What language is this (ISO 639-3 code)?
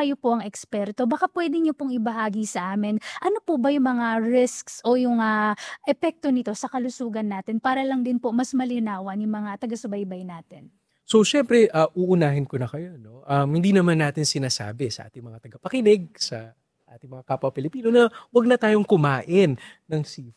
fil